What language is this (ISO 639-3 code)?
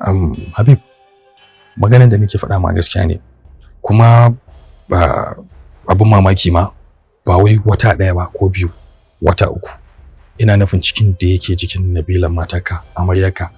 hau